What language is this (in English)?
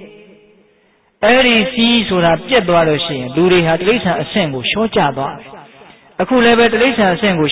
Burmese